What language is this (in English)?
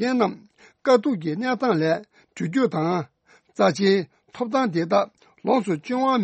Tibetan